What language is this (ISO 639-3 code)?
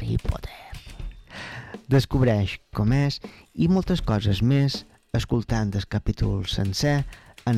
cat